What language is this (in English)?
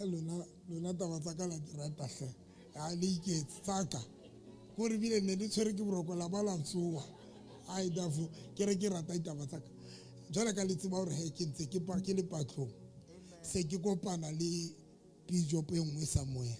Southern Sotho